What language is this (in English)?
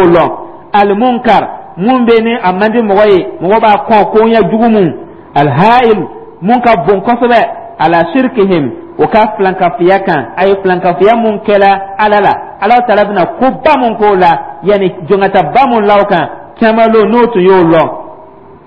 Dyula